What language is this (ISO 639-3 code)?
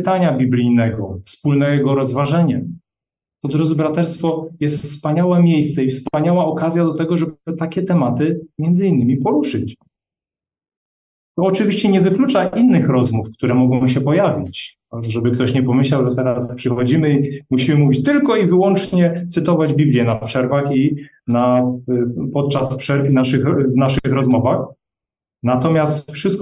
pol